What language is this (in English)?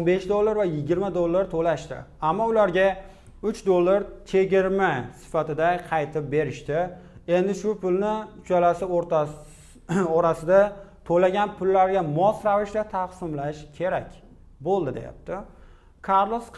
Uzbek